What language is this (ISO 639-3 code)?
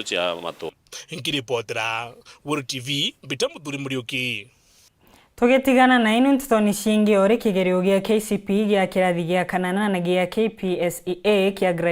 mer